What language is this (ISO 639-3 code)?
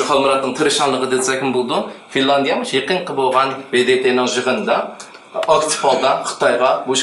uig